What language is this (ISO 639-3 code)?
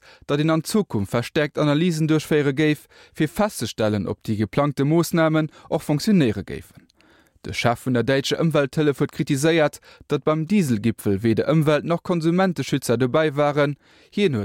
ltz